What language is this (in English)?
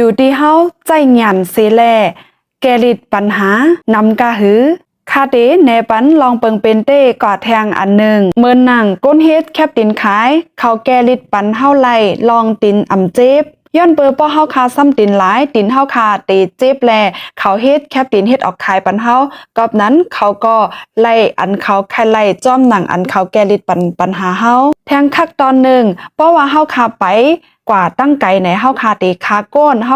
Shan